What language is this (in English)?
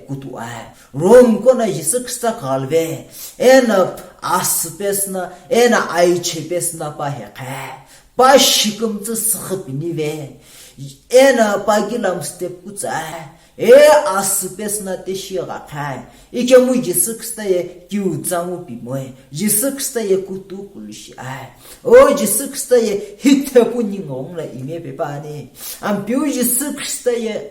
Sumi Naga